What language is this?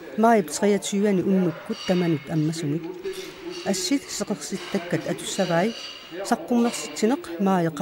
Kalaallisut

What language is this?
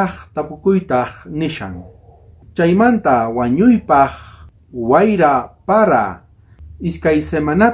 South Bolivian Quechua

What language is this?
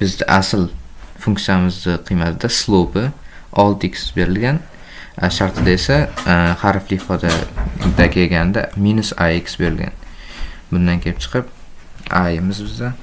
Uzbek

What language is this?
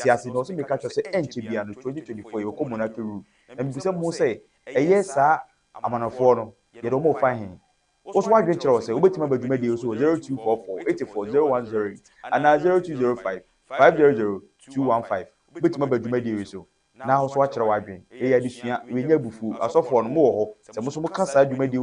Akan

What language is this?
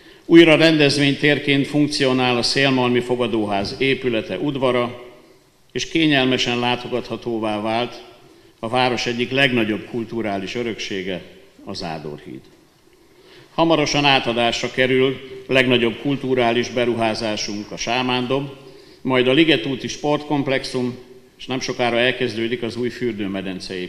Hungarian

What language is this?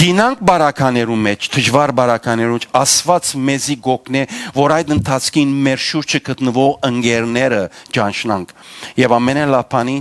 Western Armenian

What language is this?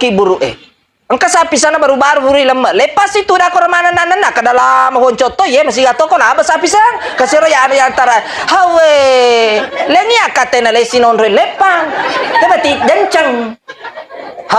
Buginese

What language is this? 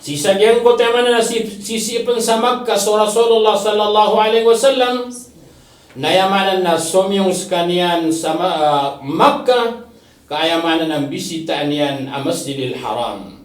Maranao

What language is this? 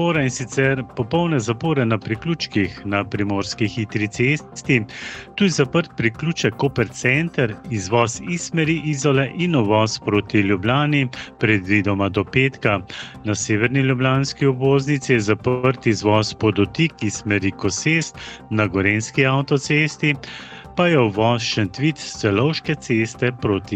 Slovenian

